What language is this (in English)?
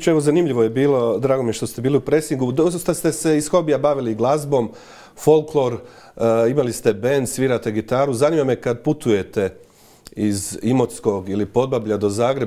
Croatian